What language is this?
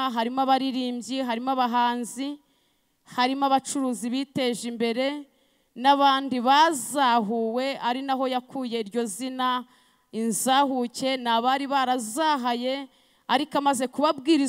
Kinyarwanda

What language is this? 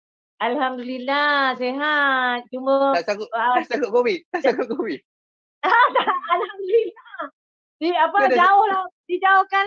Malay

